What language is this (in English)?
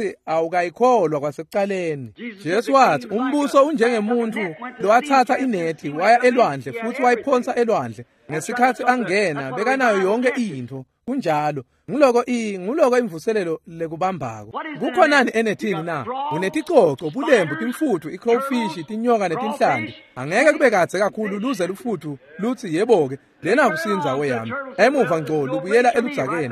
Swati